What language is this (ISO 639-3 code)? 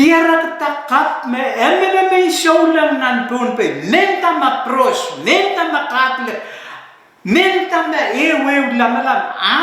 pon